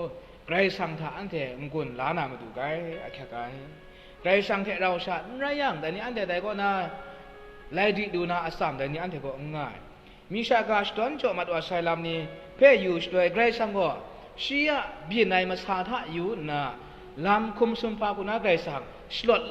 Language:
Kachin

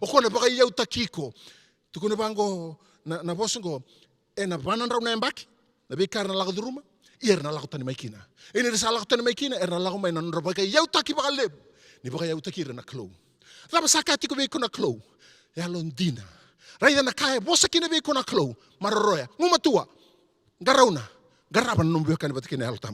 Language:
Fijian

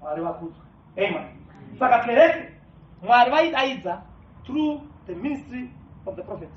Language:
Shona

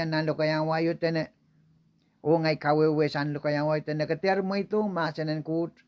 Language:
Pohnpeian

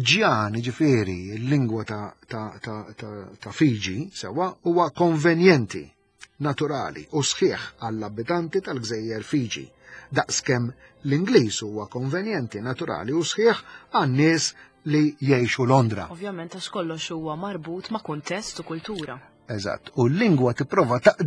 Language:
Maltese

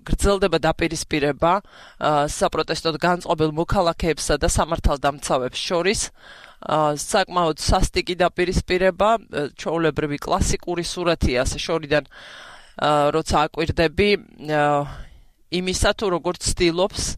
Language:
Georgian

